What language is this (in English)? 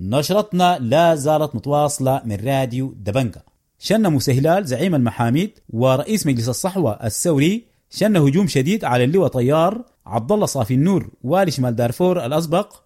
Sudanese Arabic